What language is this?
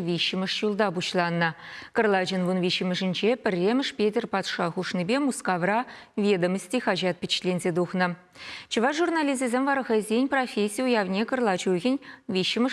Chuvash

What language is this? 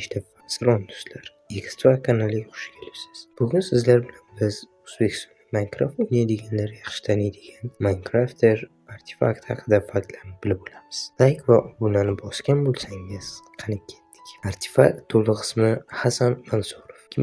Uzbek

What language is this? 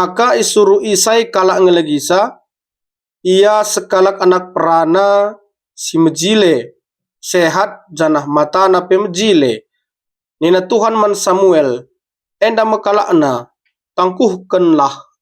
Batak Karo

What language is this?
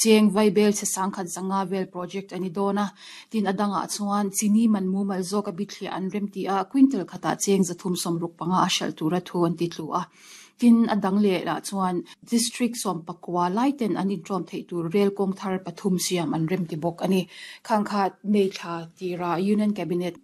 Mizo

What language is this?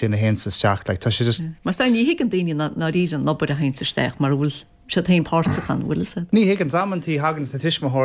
Irish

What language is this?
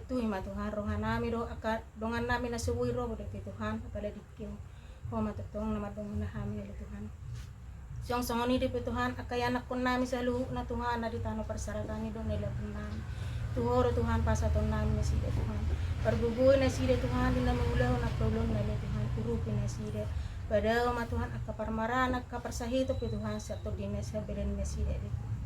Batak Toba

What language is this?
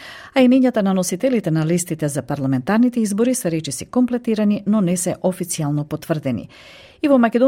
Macedonian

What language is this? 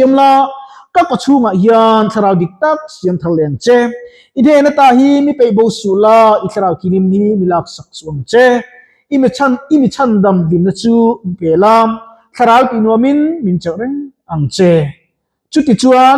Mizo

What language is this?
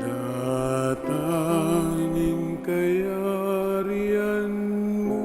Pampanga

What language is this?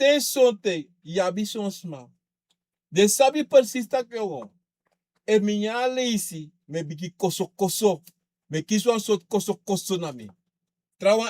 Sranan Tongo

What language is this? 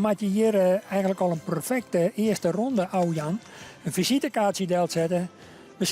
Western Frisian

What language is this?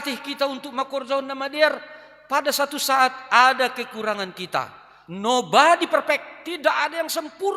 Batak Simalungun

